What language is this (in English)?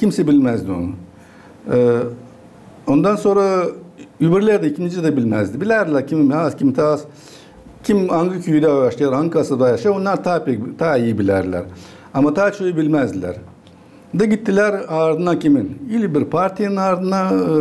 Gagauz